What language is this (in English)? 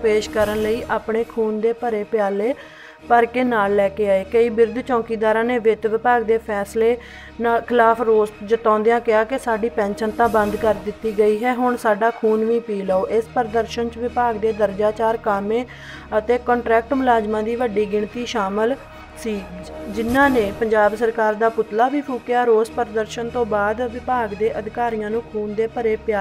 Punjabi